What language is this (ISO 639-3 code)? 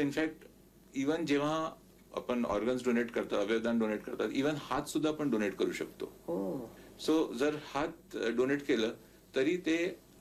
mar